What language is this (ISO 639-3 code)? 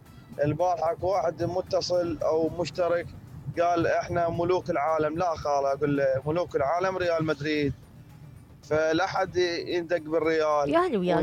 acm